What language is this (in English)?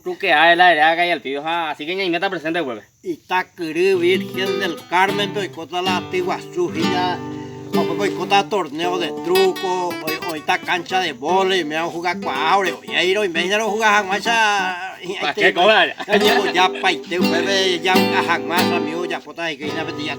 Guarani